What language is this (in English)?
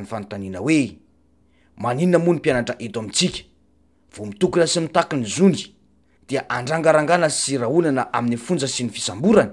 Malagasy